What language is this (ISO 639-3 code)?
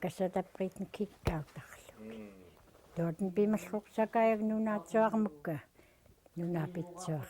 esu